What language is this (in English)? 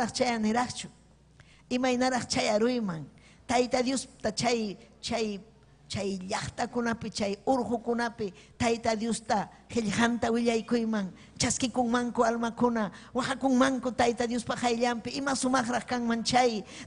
Ayacucho Quechua